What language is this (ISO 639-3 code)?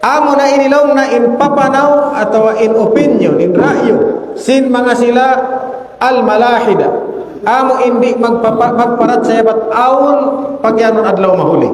tsg